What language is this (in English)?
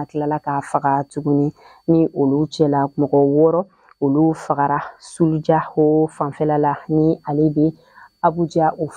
Bambara